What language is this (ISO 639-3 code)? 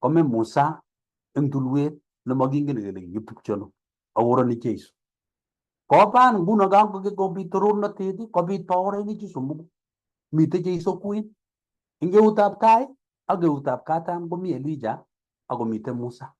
kln